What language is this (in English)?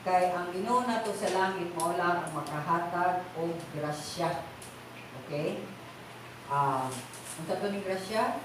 Cebuano